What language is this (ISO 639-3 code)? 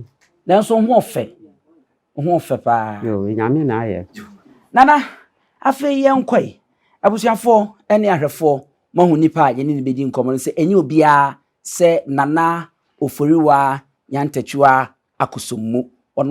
aka